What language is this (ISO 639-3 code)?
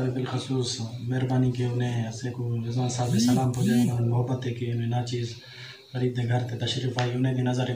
skr